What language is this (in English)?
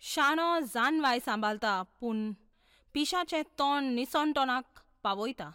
Konkani